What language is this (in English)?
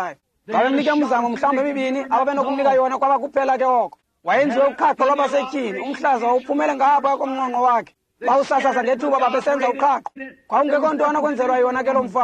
Xhosa